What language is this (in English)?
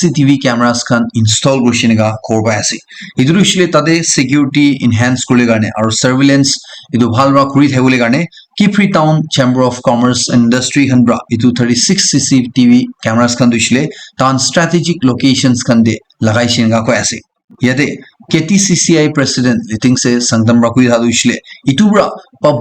Naga Pidgin